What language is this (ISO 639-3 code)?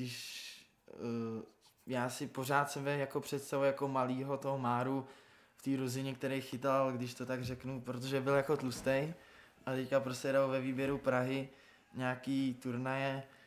ces